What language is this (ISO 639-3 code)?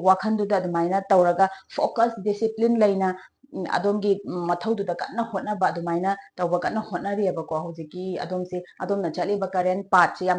mni